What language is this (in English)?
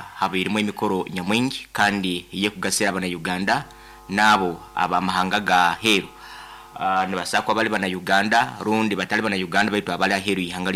Nyoro